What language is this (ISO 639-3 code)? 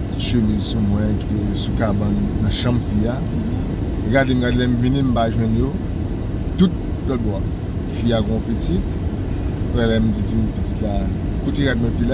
hat